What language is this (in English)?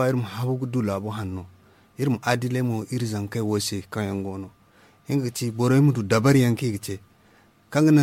Zarma